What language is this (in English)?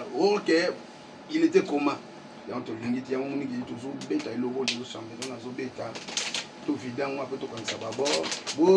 Lingala